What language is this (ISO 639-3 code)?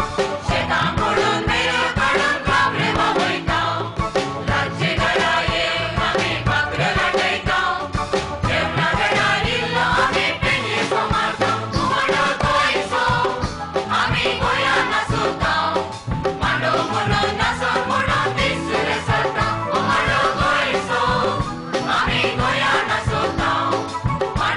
kok